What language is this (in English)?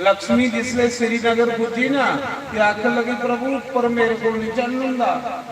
Dogri